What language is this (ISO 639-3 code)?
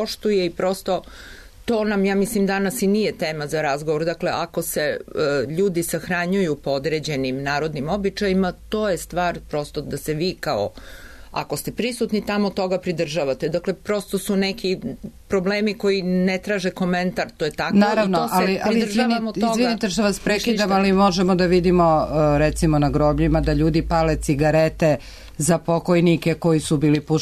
srp